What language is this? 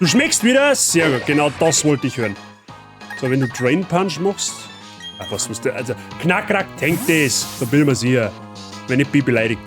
Bavarian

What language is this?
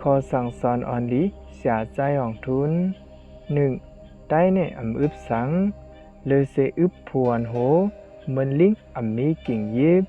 Shan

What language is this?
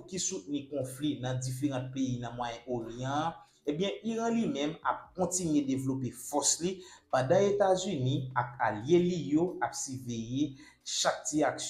Haitian Creole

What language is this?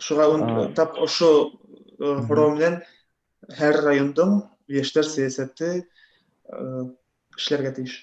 Bashkir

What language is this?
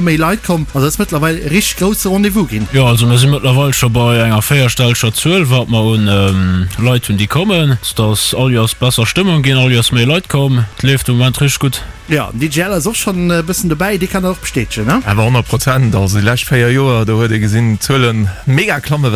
Luxembourgish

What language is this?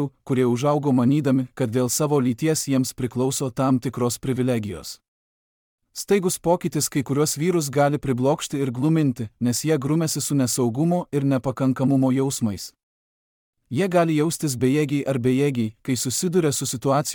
Lithuanian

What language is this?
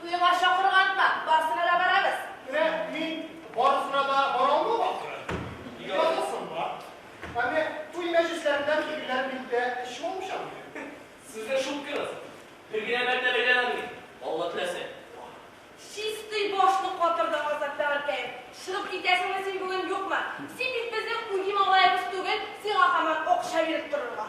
Tatar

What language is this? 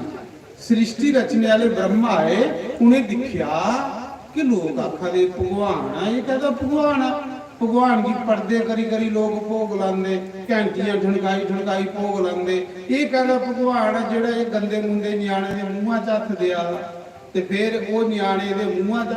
Dogri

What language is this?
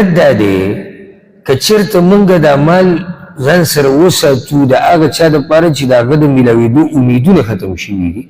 Pashto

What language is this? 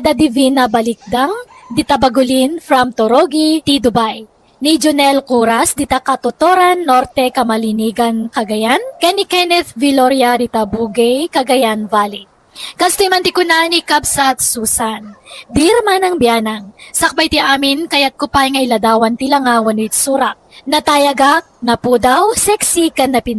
Iloko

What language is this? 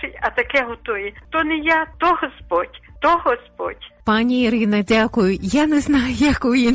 Ukrainian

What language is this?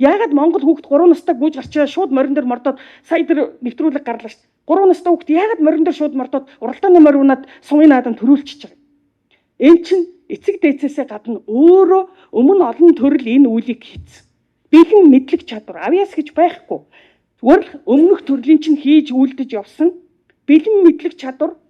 Mongolian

